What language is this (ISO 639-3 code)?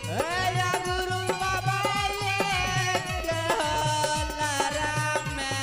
mai